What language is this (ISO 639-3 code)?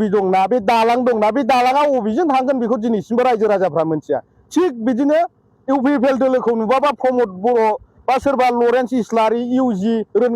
brx